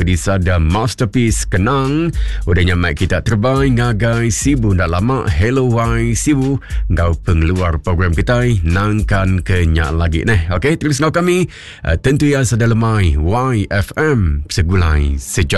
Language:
Iban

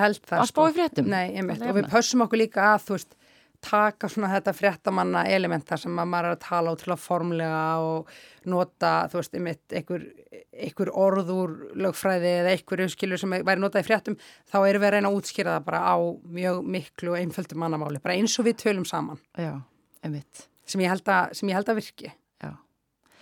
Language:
Icelandic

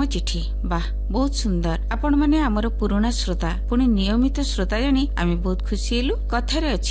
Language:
Odia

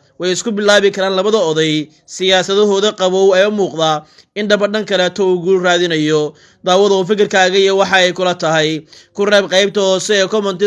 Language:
Somali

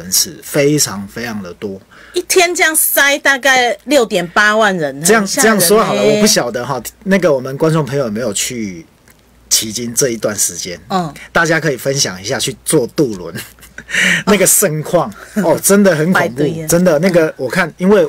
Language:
Chinese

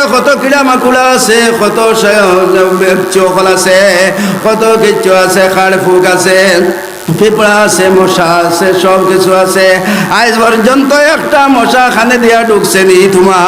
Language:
Sylheti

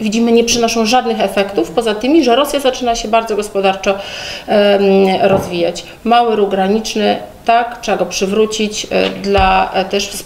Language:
Polish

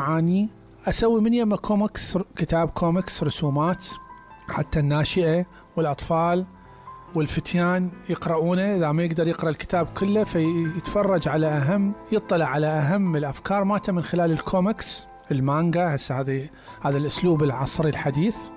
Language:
Mesopotamian Arabic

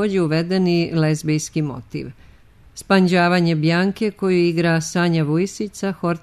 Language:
Serbian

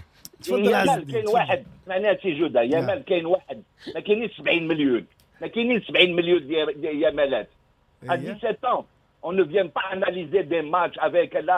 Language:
Moroccan Arabic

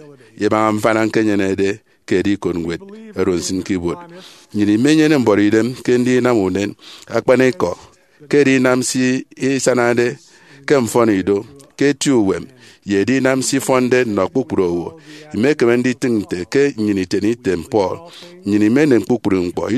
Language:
Efik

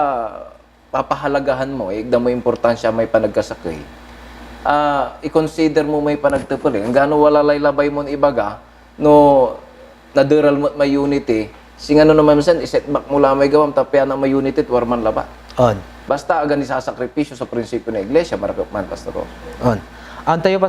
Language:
Pangasinan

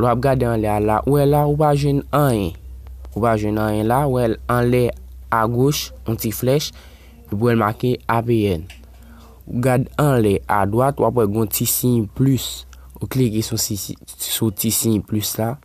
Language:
Haitian Creole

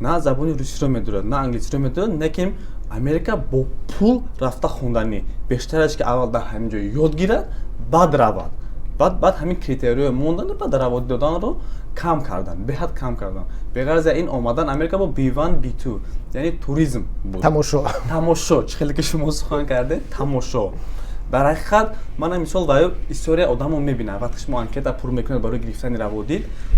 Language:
Tajik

